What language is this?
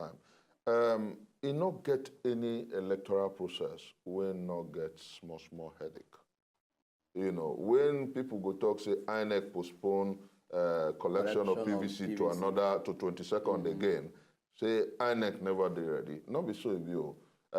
Nigerian Pidgin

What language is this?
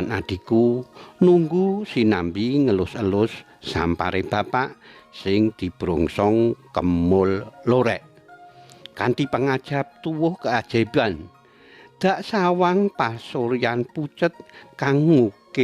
Javanese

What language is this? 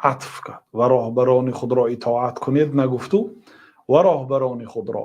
Tajik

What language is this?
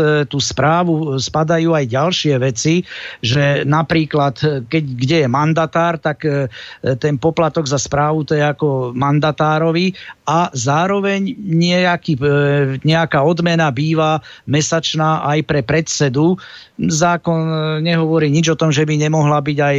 Slovak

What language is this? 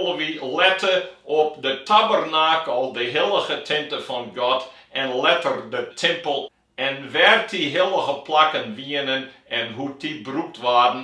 Western Frisian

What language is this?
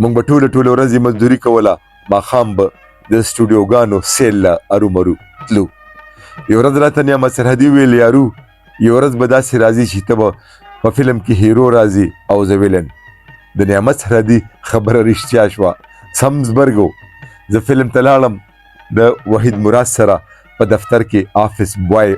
Pashto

